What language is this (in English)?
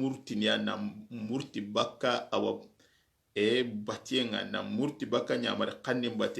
Soninke